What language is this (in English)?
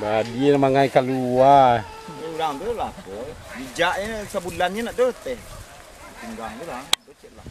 Minangkabau